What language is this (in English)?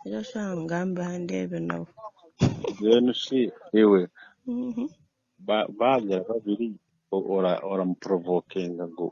Nyankole